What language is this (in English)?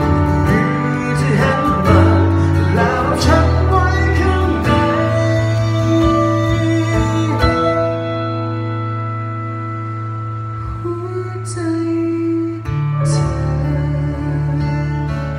Thai